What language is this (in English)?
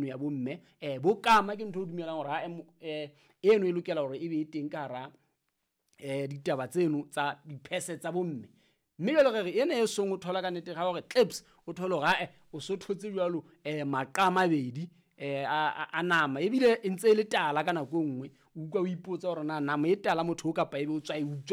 Southern Sotho